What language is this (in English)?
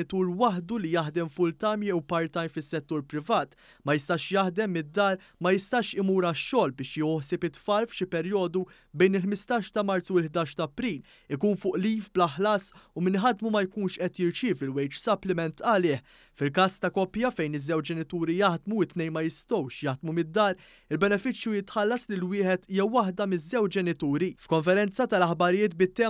Maltese